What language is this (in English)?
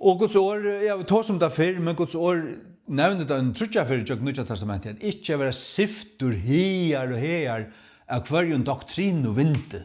Faroese